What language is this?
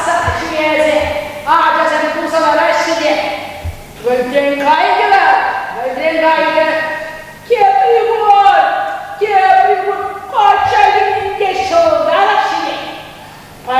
Chuvash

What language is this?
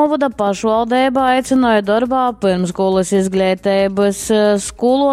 Latgalian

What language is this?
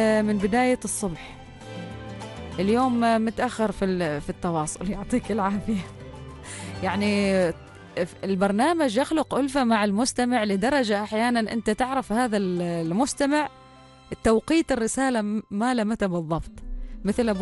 Arabic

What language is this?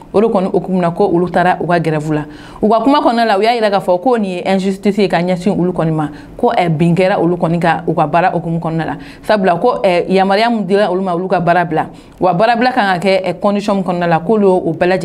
Bambara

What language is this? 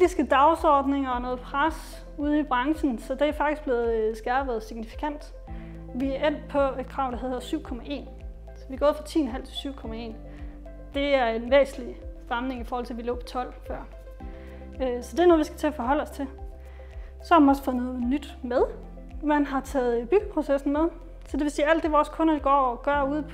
Danish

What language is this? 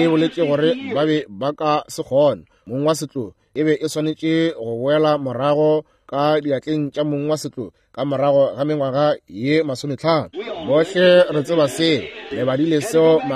Northern Sotho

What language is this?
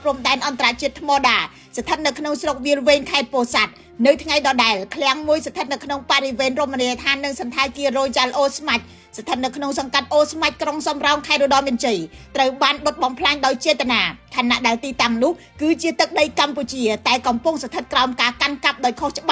Khmer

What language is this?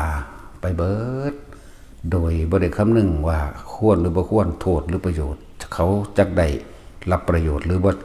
Northeastern Thai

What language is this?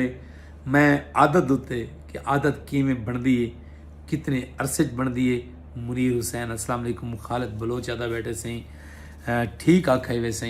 Saraiki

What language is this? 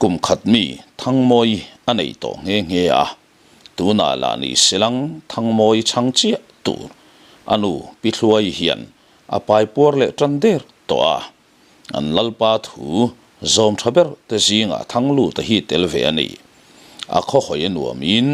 Mizo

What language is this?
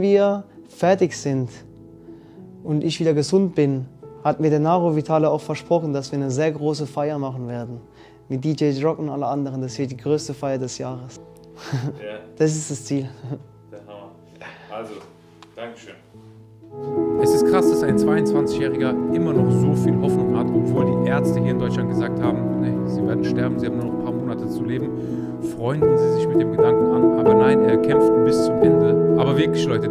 German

